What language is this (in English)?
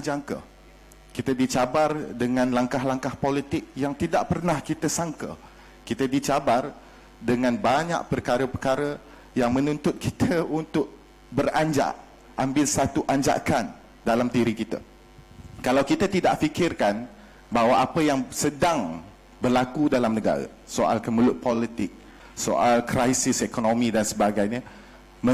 Malay